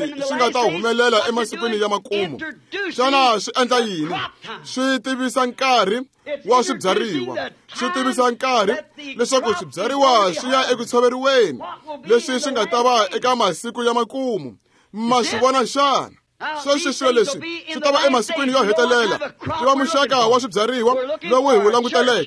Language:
Tsonga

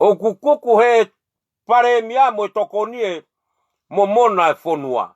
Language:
Tongan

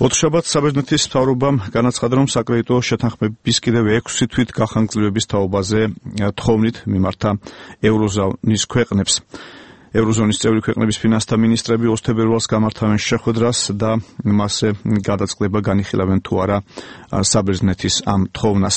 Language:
Georgian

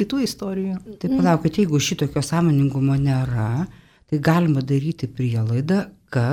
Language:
Lithuanian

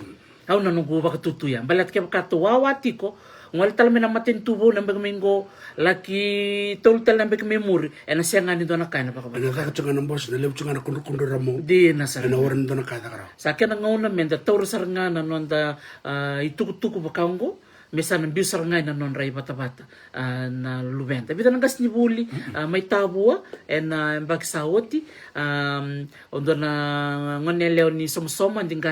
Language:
Fijian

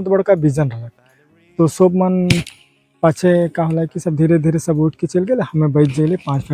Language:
Sadri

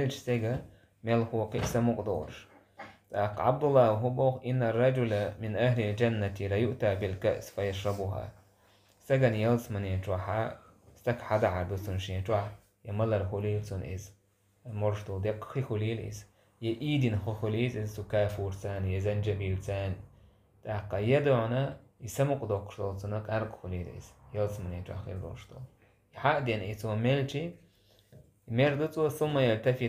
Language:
Chechen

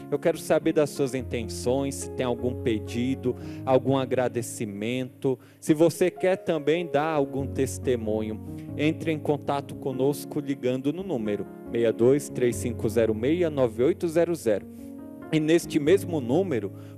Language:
Portuguese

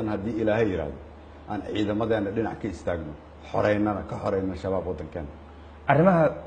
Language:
Somali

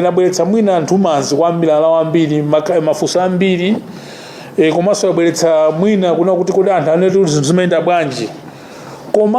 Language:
Nyanja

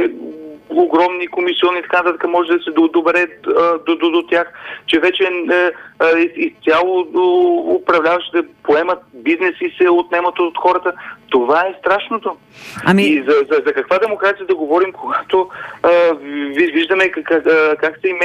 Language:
Bulgarian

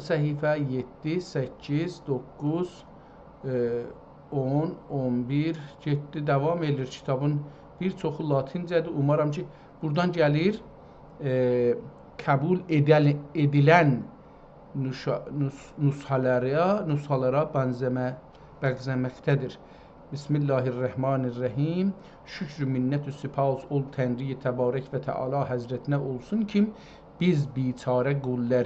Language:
South Azerbaijani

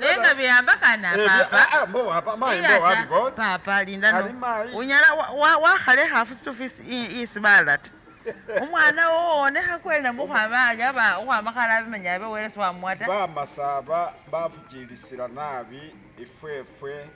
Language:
Masaaba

